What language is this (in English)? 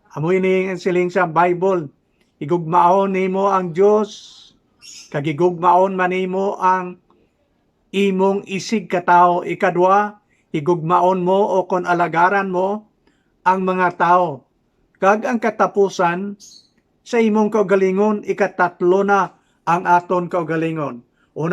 Hiligaynon